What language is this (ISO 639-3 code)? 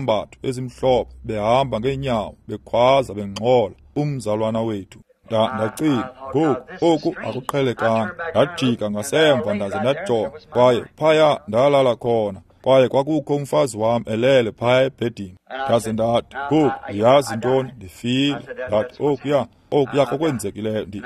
xho